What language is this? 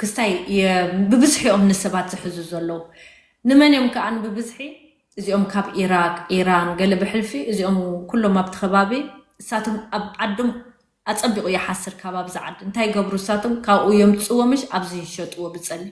Tigrinya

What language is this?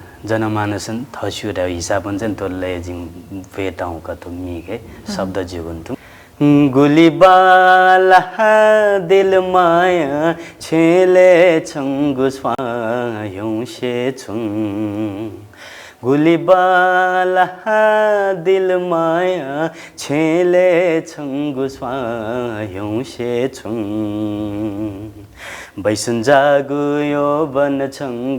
Newari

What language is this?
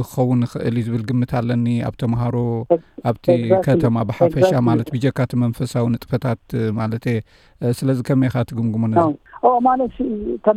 Tigrinya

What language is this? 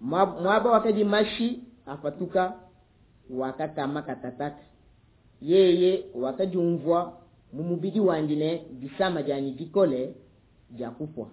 Luba-Lulua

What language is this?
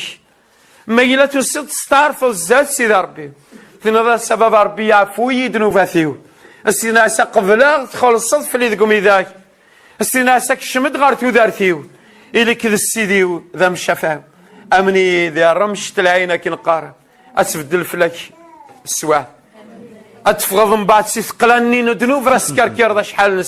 Kabyle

